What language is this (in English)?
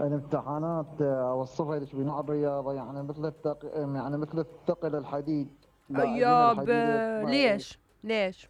Mesopotamian Arabic